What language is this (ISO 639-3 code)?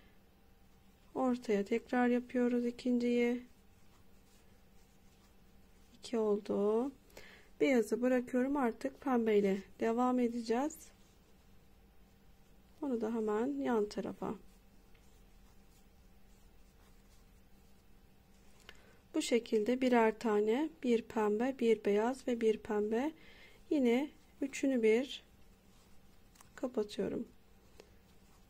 tur